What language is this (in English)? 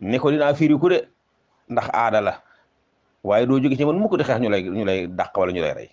Wolof